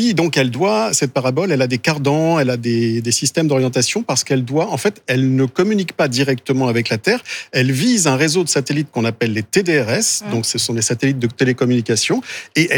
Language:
French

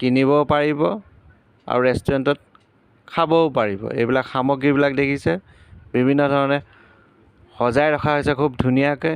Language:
Assamese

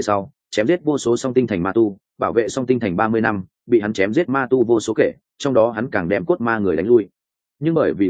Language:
Vietnamese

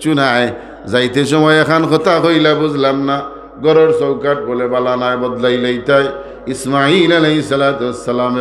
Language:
Sylheti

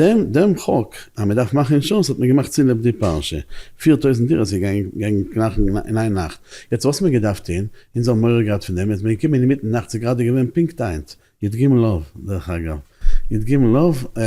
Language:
Yiddish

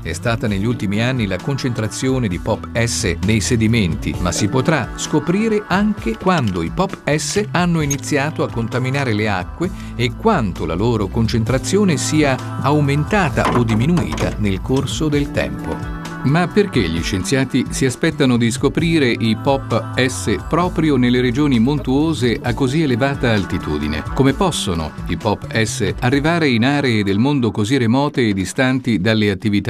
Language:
Italian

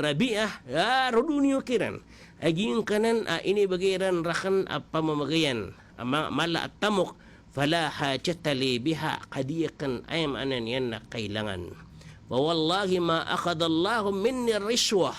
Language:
Maranao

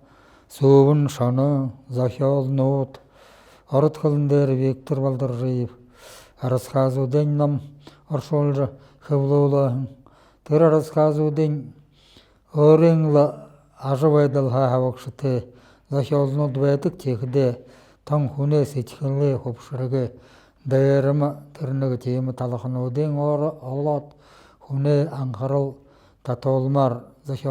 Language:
Buriat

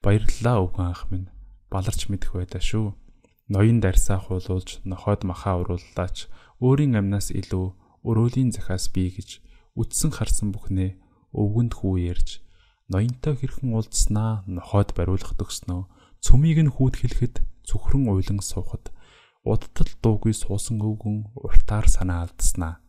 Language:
Mongolian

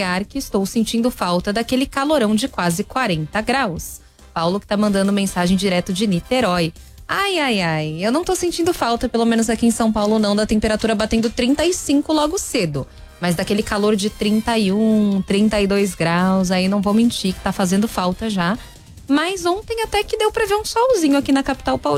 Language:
Portuguese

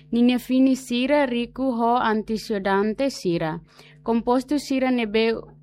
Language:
Tetum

